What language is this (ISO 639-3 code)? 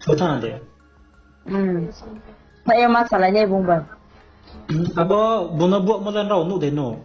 ria